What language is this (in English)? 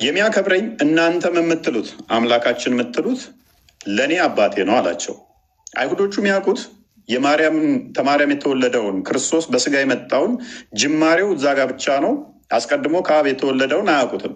Amharic